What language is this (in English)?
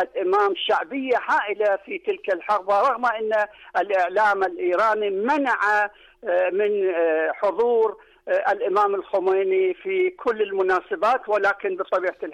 Arabic